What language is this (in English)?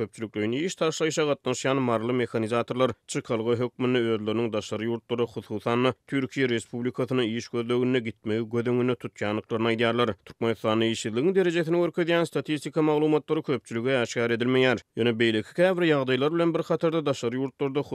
Turkmen